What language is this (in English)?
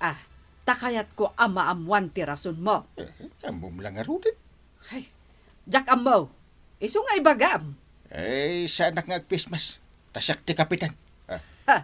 Iloko